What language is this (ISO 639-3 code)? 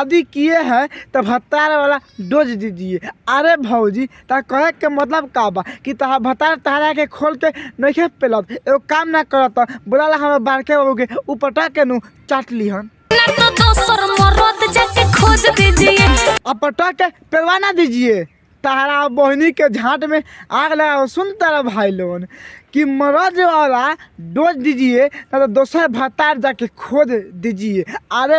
bho